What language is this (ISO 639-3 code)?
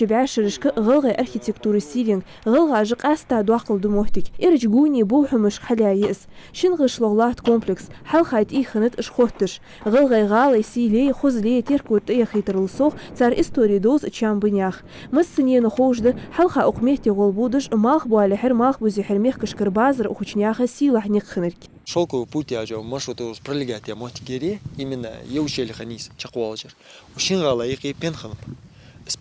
inh